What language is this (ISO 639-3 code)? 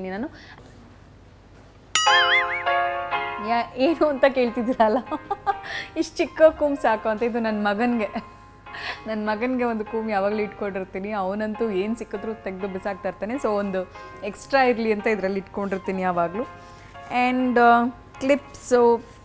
kan